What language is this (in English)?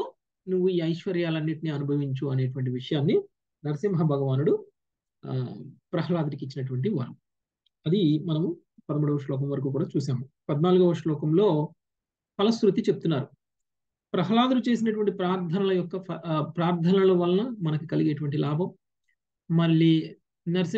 Telugu